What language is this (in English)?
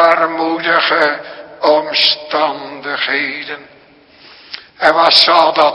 Dutch